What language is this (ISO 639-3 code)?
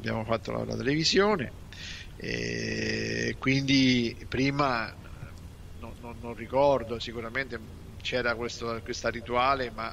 ita